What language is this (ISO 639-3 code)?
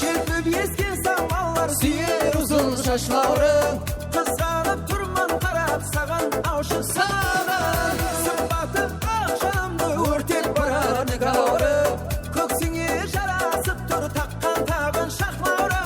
kaa